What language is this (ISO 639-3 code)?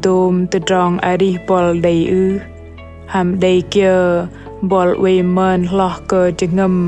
bdq